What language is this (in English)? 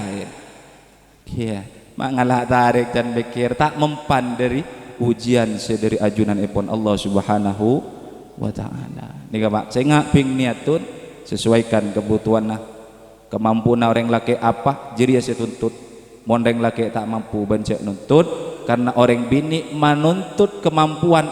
Madurese